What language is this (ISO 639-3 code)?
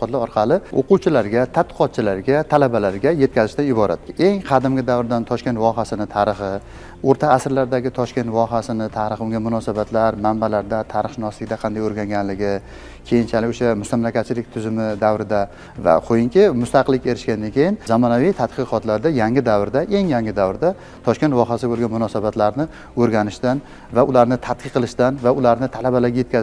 uzb